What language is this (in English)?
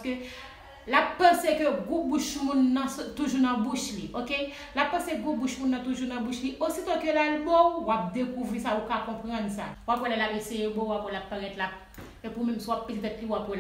Haitian Creole